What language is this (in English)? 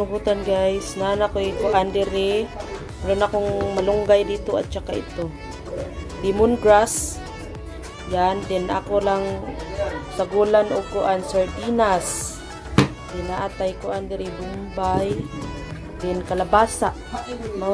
Cebuano